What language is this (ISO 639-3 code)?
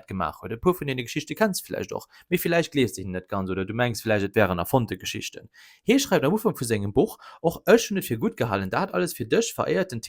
ltz